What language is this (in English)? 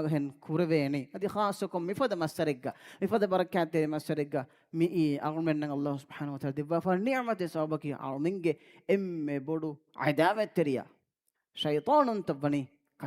Divehi